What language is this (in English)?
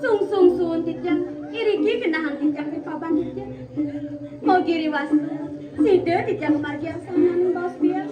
Balinese